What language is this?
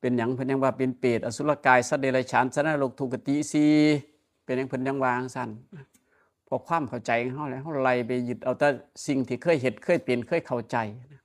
Northeastern Thai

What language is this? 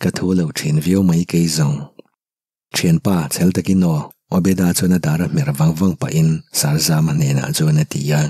Mizo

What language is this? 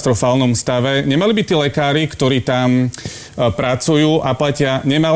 Slovak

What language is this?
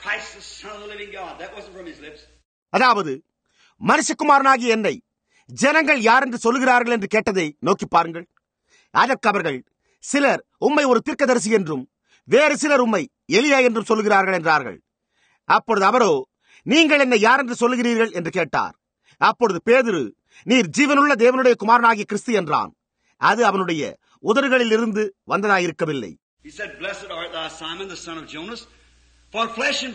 Tamil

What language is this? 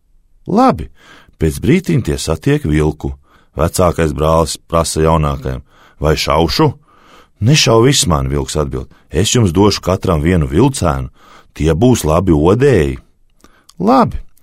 Latvian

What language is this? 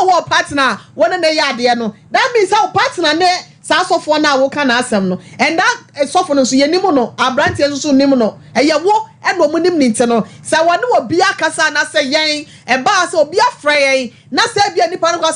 Akan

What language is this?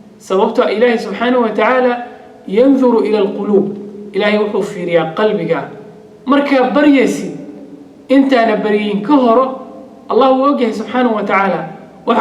Somali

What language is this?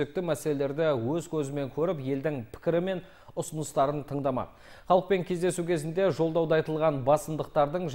Kazakh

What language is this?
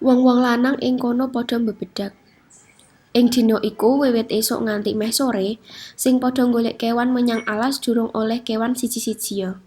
Javanese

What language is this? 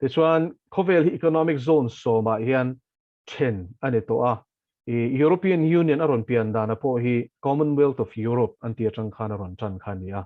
Mizo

